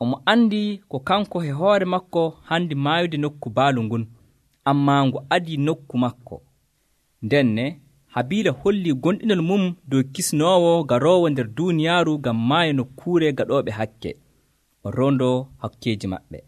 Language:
Nigerian Fulfulde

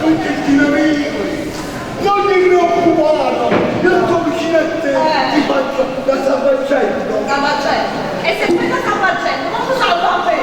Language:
Neapolitan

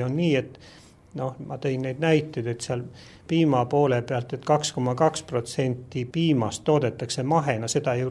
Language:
Estonian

